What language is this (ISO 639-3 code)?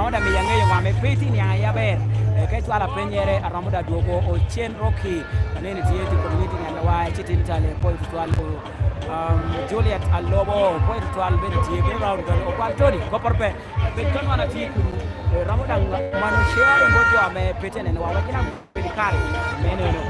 laj